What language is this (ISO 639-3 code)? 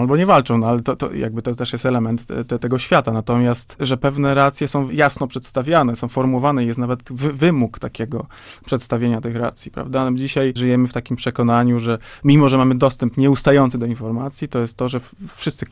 pol